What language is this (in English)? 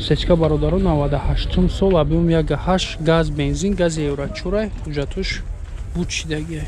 Tajik